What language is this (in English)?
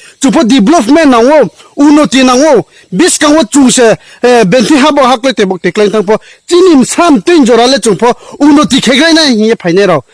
Riang (India)